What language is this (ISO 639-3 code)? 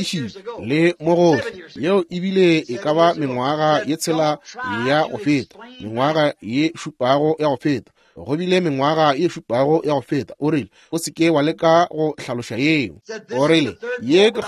nso